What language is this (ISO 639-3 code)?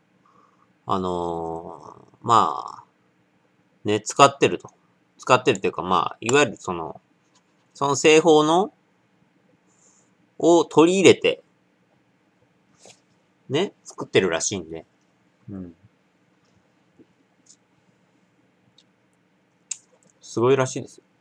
jpn